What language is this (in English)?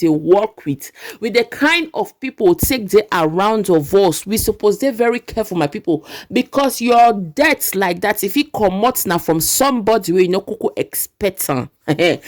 Nigerian Pidgin